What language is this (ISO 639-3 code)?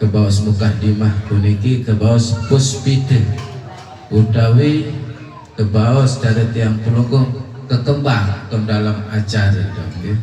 sas